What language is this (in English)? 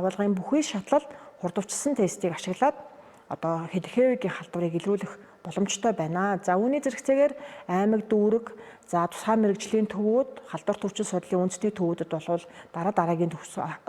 Mongolian